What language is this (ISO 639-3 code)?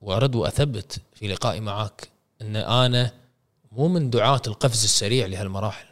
afb